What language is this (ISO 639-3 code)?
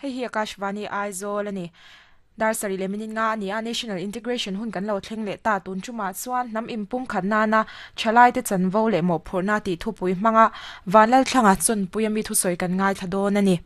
lus